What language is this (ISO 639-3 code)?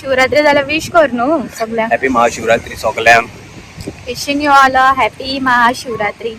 kok